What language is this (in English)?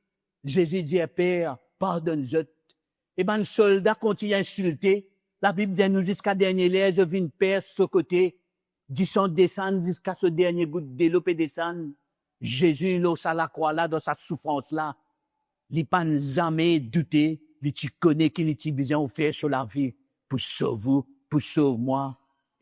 Morisyen